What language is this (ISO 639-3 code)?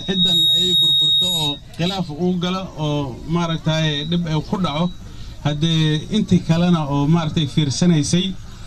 som